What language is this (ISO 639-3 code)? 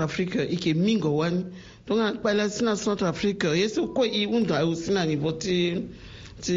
sag